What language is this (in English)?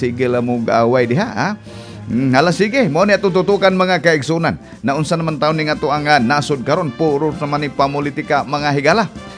Cebuano